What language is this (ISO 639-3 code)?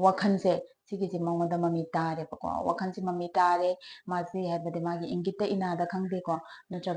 mni